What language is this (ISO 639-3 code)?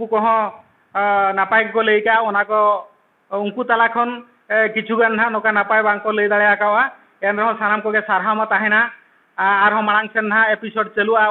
sat